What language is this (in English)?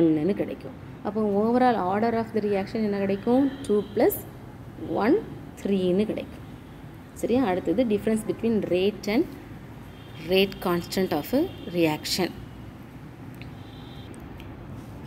Tamil